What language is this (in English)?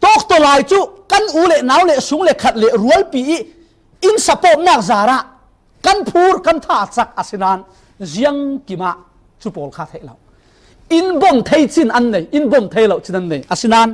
Falam Chin